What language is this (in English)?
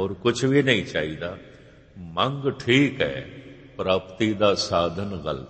Punjabi